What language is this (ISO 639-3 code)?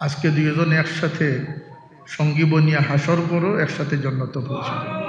syl